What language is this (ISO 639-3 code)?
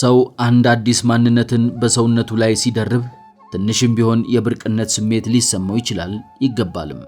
amh